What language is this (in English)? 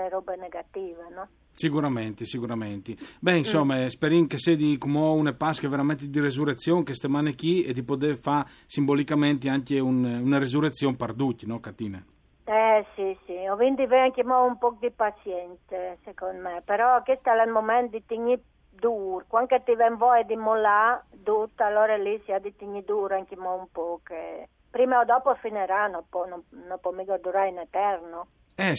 Friulian